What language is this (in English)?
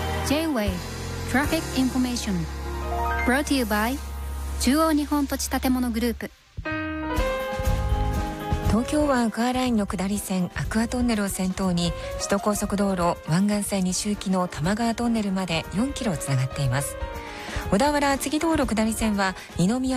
Japanese